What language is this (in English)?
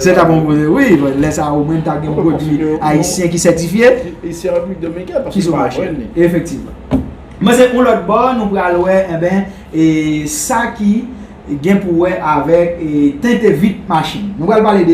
Haitian Creole